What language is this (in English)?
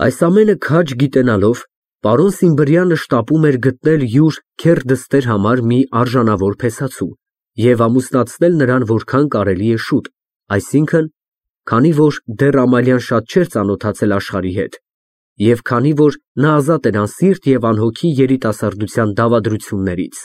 Armenian